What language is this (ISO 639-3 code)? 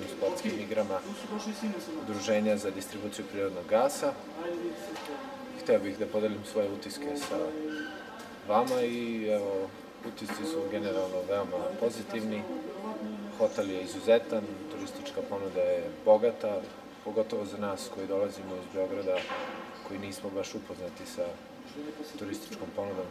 srp